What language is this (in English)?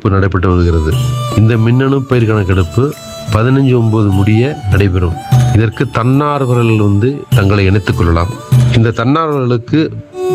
Tamil